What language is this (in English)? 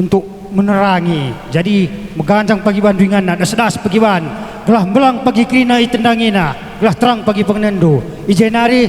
Batak Karo